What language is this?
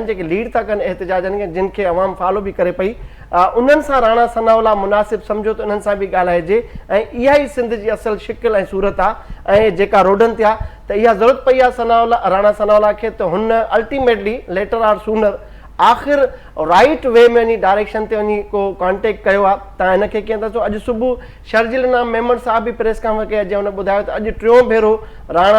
Sindhi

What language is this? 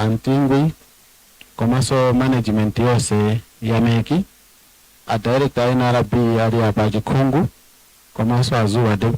Nyanja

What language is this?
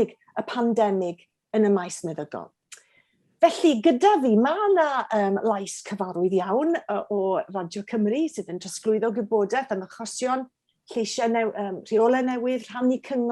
Welsh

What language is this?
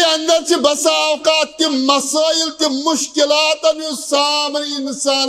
Kashmiri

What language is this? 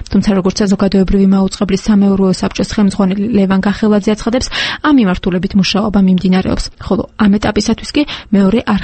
Georgian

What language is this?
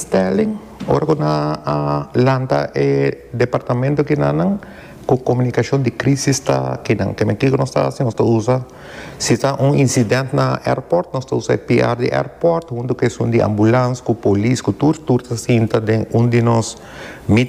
Papiamento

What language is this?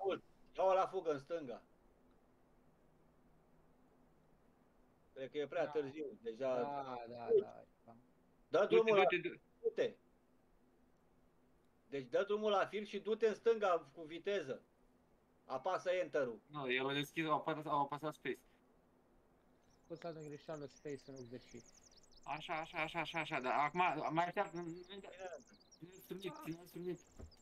Romanian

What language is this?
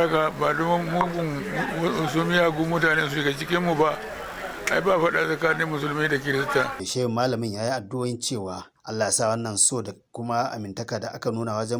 Hausa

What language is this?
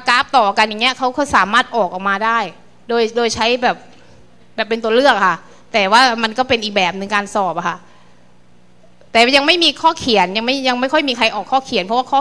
Thai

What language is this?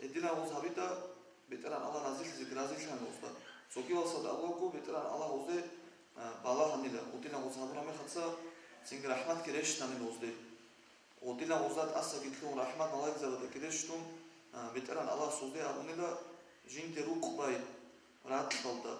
Avaric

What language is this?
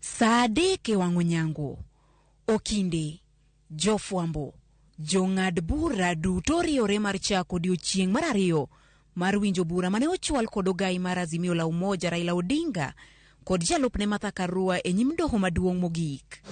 Luo (Kenya and Tanzania)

